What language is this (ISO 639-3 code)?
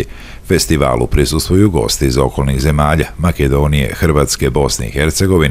srp